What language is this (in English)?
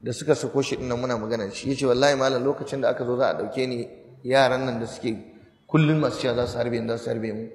Hausa